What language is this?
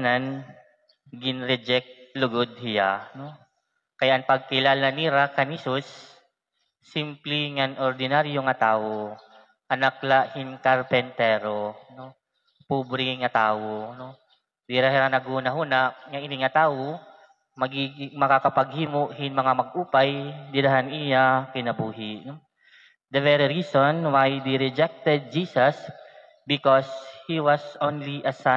Waray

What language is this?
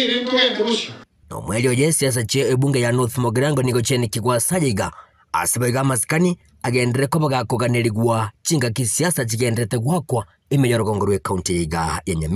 Gusii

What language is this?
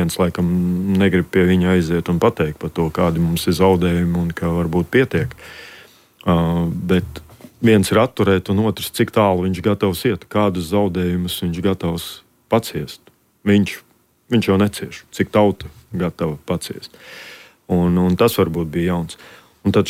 Latvian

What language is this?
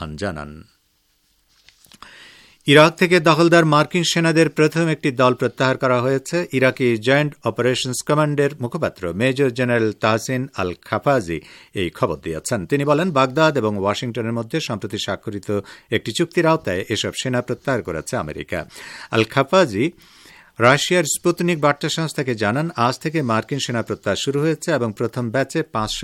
Bangla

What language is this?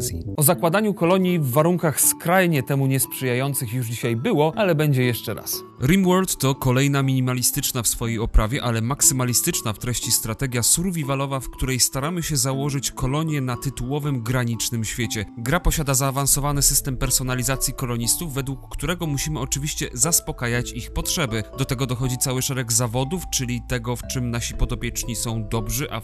Polish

